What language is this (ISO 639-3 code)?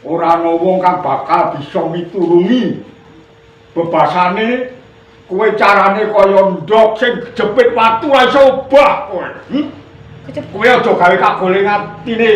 jav